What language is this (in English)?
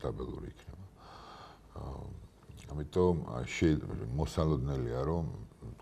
Georgian